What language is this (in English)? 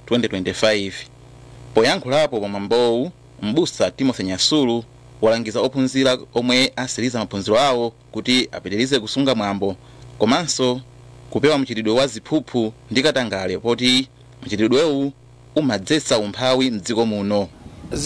Nyanja